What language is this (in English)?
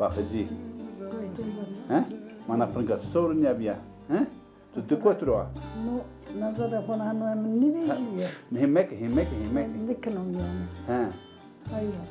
Zaza